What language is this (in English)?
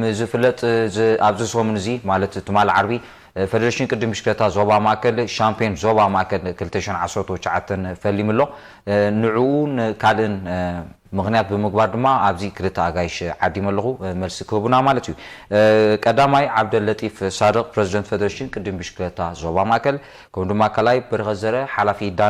Tigrinya